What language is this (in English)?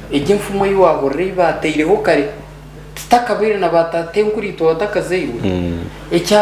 Nyankole